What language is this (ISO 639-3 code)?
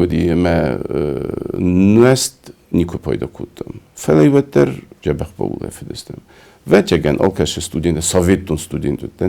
oss